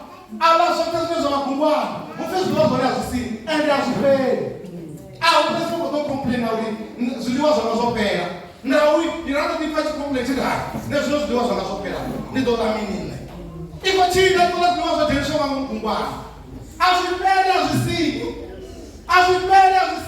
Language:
Venda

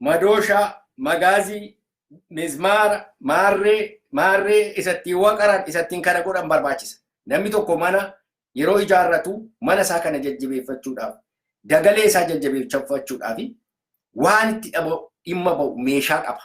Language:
Oromo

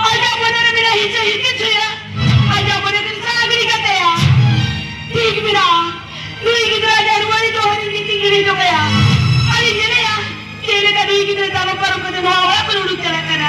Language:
Santali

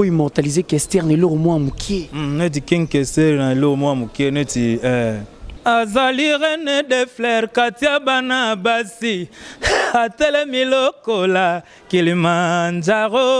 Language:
Lingala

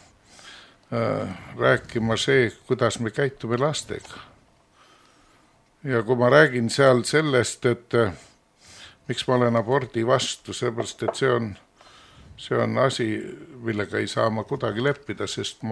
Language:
Estonian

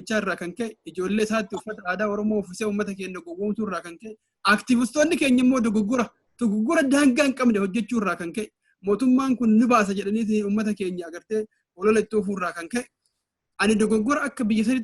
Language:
Oromo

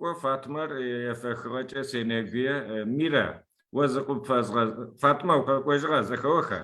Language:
Adyghe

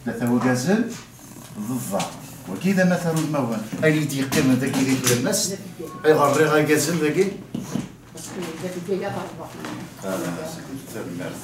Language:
Kabyle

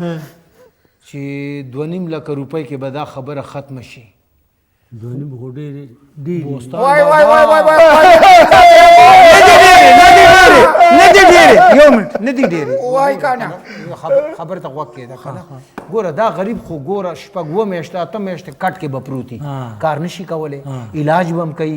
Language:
Pashto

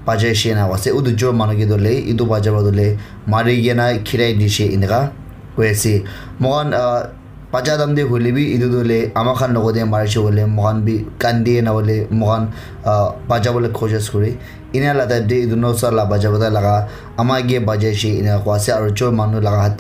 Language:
Naga Pidgin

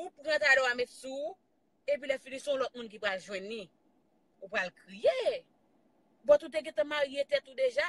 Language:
Haitian Creole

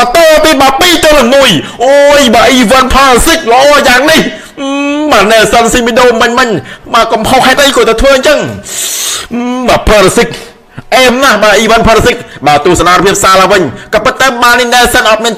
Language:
Khmer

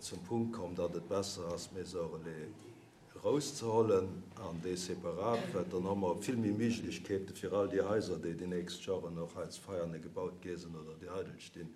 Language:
Luxembourgish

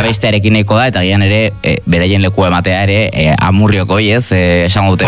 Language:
Basque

